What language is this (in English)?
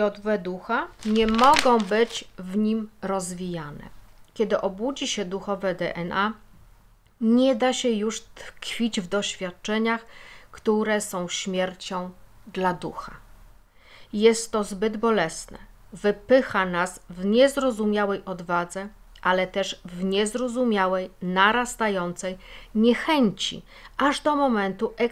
Polish